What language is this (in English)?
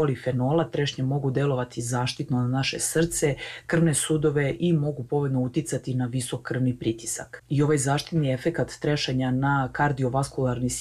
Serbian